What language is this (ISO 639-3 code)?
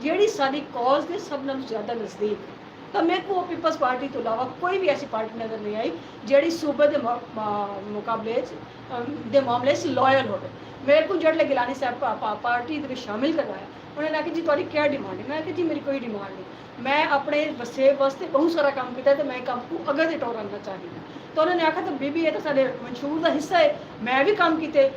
skr